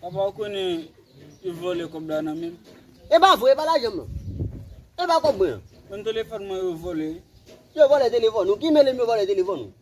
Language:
Haitian Creole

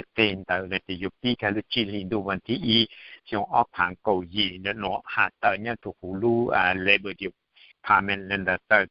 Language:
Hmong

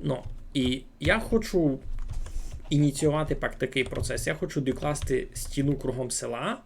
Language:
Rusyn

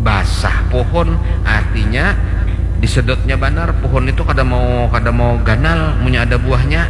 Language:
Banjar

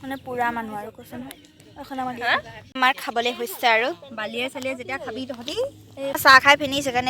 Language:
Assamese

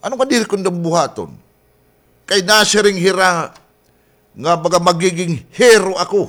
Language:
Waray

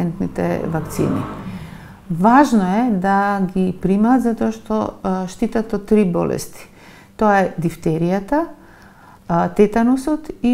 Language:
Macedonian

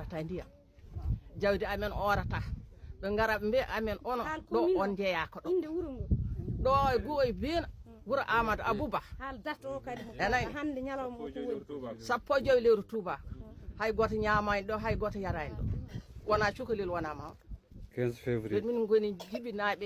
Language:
Fula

